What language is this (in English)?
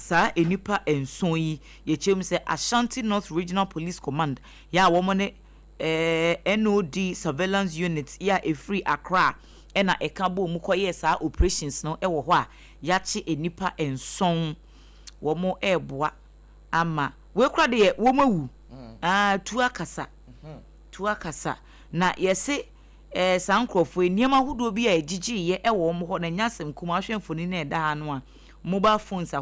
Akan